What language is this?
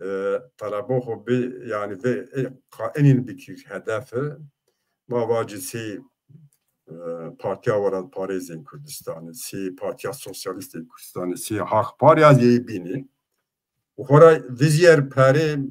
Zaza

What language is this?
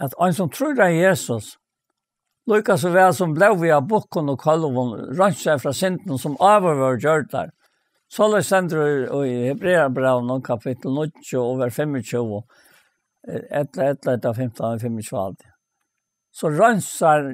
Faroese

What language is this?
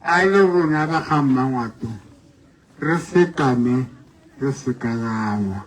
Tswana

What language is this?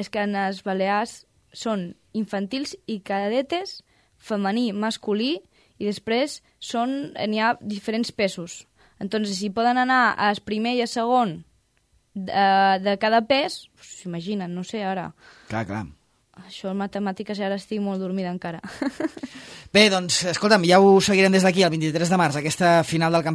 Catalan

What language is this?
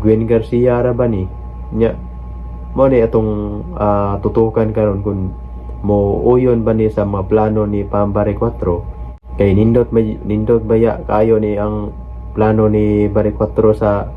Cebuano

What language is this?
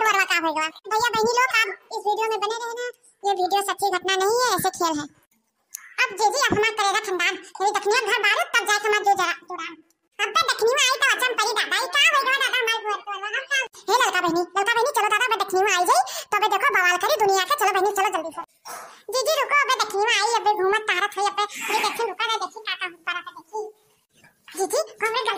Awadhi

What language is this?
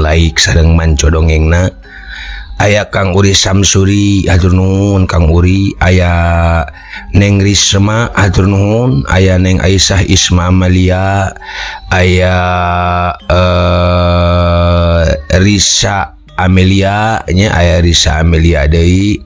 Sundanese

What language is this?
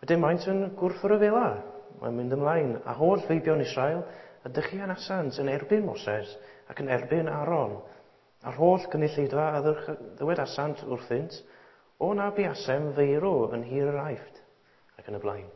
Welsh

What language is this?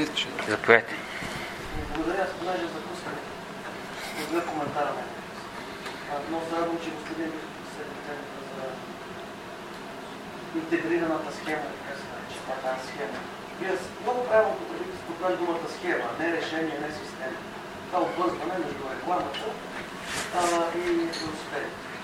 Bulgarian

